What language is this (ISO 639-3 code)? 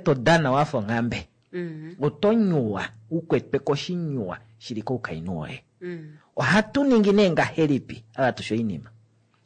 kua